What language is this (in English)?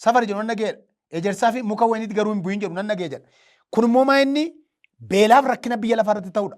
Oromo